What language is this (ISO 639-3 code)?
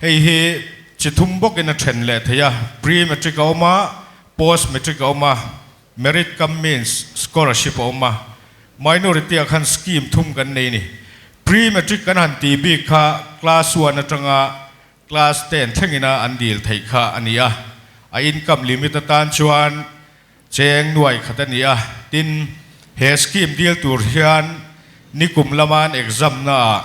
lus